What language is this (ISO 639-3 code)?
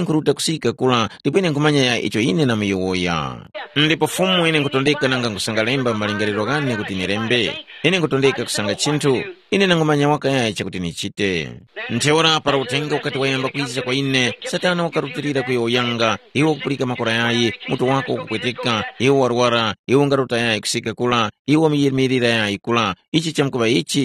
tum